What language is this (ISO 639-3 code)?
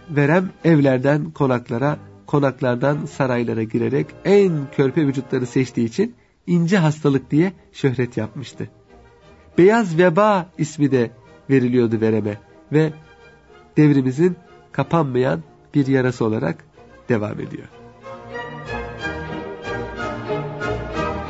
tur